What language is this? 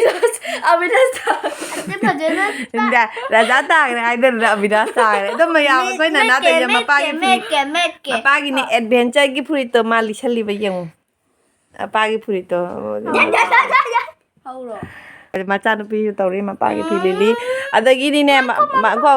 Manipuri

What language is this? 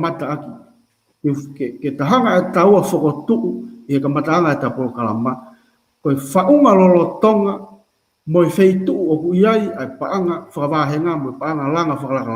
Tongan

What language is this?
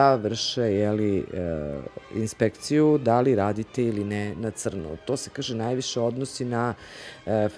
Serbian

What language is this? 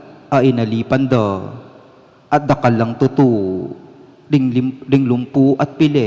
Pampanga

